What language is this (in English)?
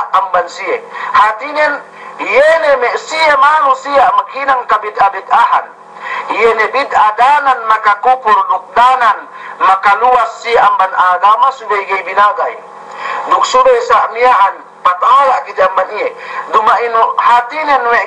Yakan